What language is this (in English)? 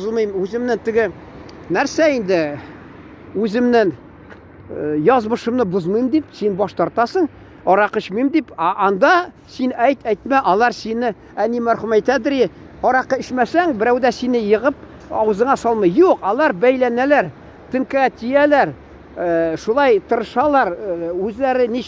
Tatar